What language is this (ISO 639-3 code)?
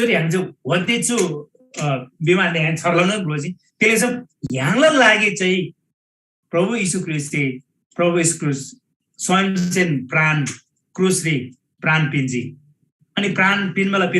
taj